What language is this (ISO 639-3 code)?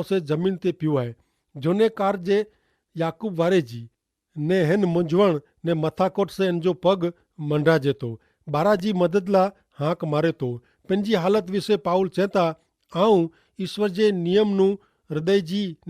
kfr